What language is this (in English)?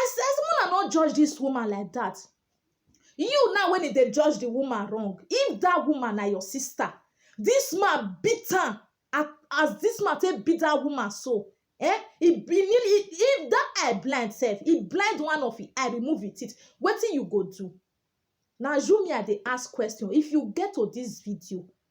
Nigerian Pidgin